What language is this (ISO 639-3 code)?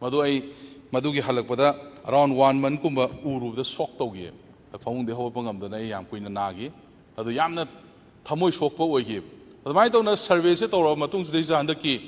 mni